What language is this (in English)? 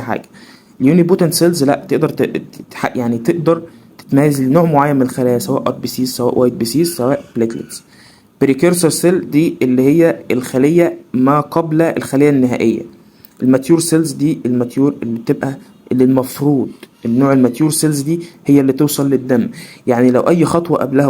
Egyptian Arabic